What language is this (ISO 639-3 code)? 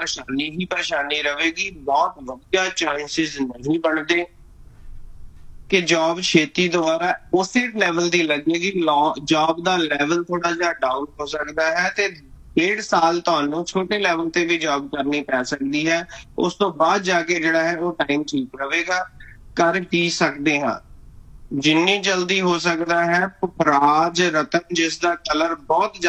pan